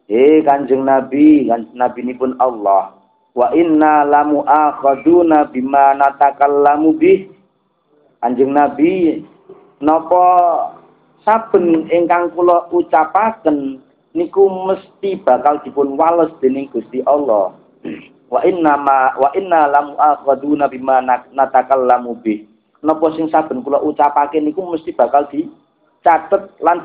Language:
Javanese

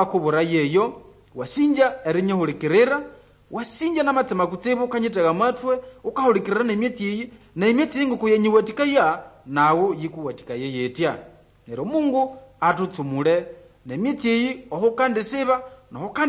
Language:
Nande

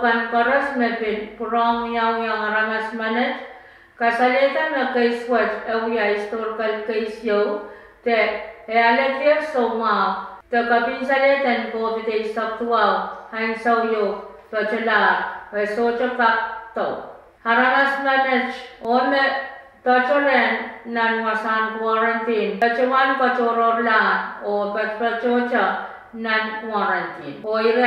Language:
Pohnpeian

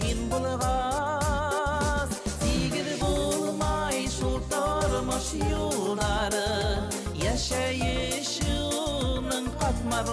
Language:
Bashkir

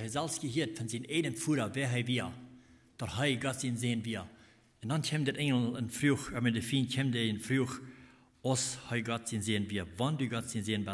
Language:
Plautdietsch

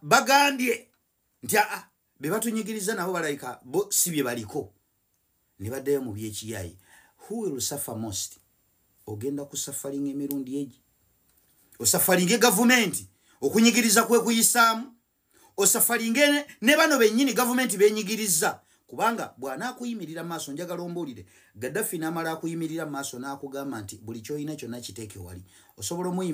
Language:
Ganda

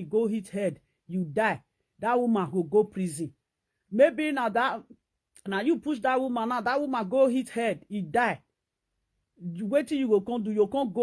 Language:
Nigerian Pidgin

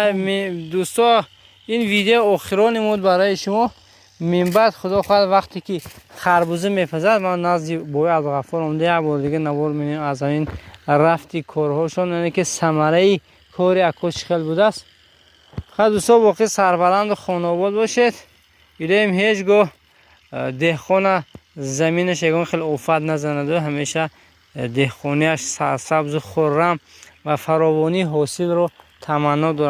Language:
Tajik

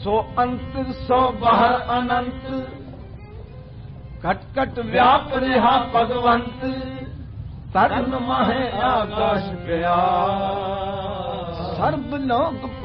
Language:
Punjabi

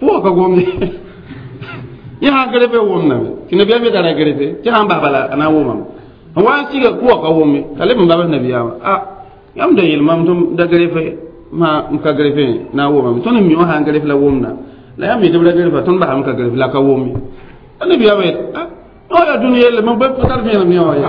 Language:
Mossi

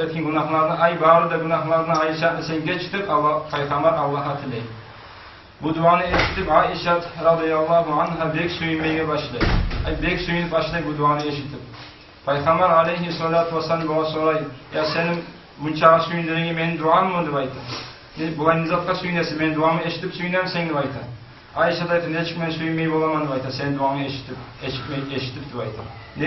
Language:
Kumyk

